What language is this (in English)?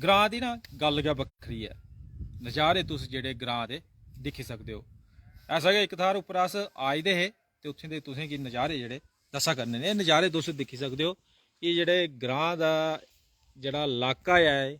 Dogri